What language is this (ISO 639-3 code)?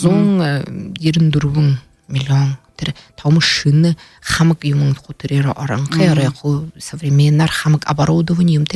bua